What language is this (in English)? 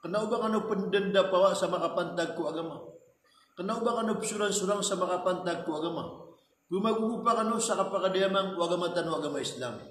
Maranao